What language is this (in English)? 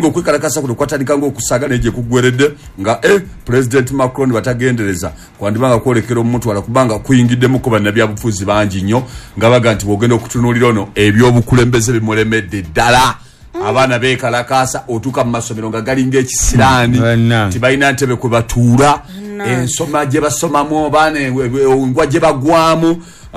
Ganda